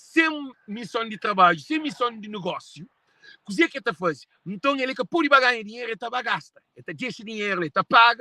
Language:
Kabuverdianu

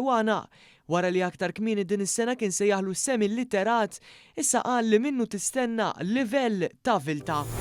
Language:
Maltese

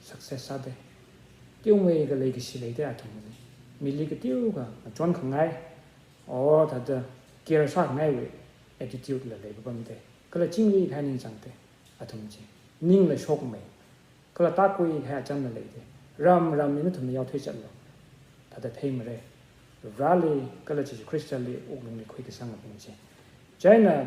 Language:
Tangkhul Naga (India)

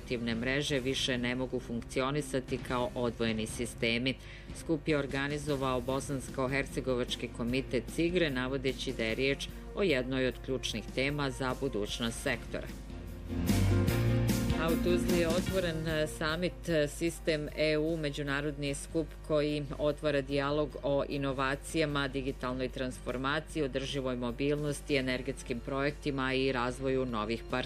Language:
Bosnian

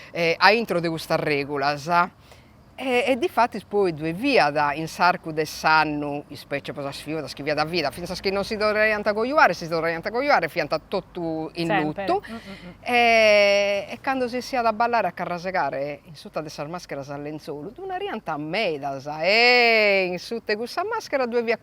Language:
Sardinian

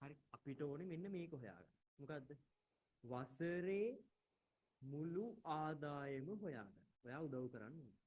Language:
Sinhala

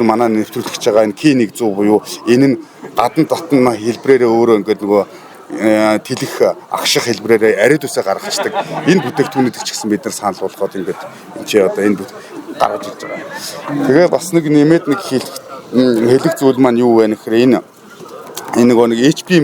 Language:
Mongolian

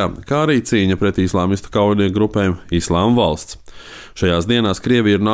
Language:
Latvian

